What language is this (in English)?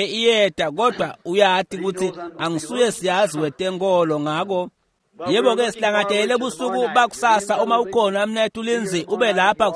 Swati